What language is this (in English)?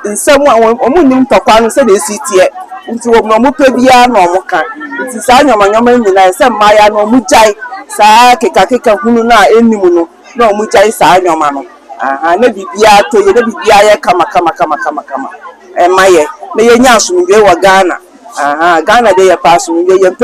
Akan